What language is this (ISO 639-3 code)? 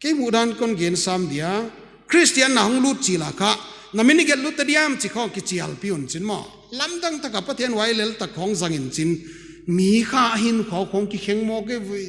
pck